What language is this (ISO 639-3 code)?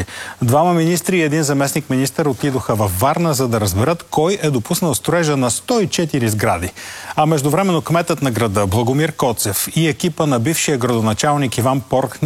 bul